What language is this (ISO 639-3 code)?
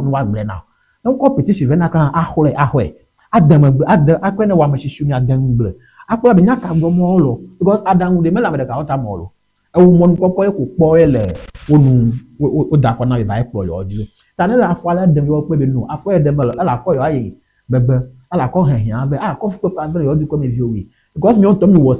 ewe